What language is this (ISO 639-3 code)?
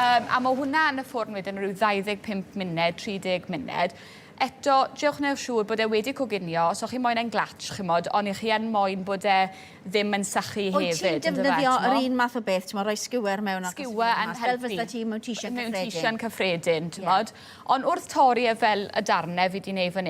cym